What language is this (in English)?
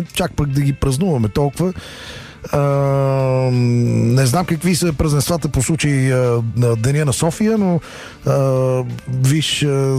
Bulgarian